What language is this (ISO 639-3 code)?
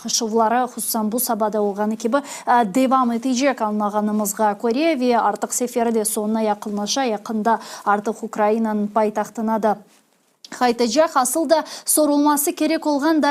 crh